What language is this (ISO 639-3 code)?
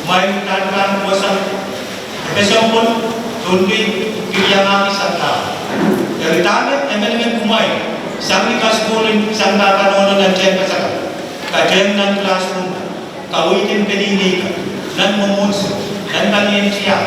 pon